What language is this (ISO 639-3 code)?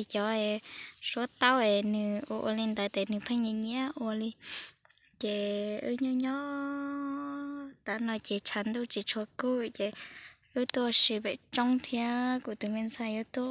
hmn